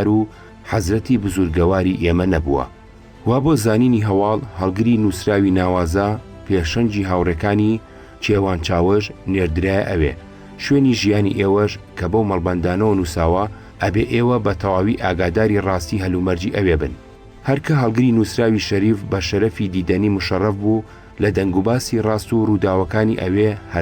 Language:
Central Kurdish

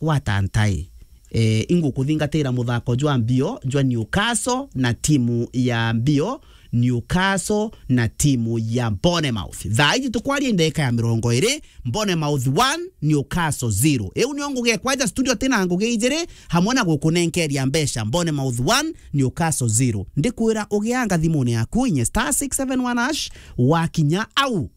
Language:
Meru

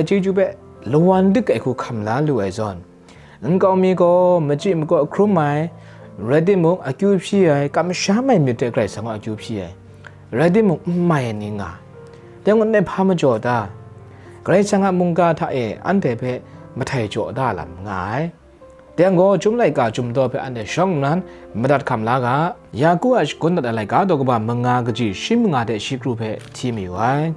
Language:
Kachin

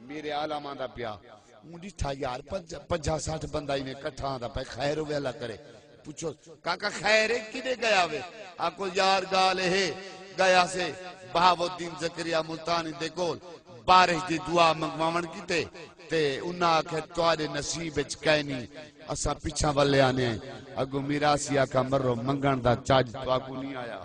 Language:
Saraiki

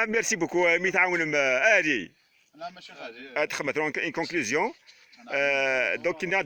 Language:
Kabyle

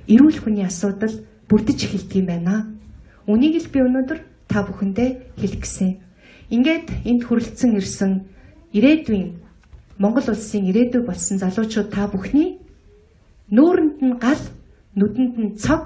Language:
Mongolian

